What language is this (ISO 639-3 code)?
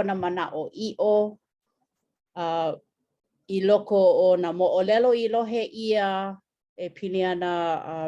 haw